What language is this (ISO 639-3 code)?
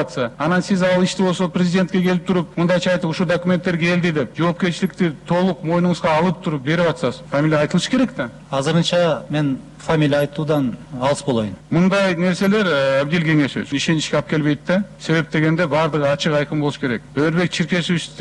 kir